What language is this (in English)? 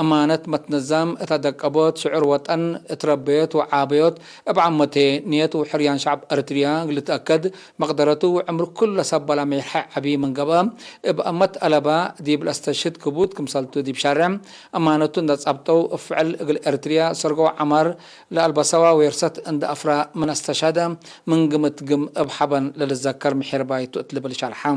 Tigre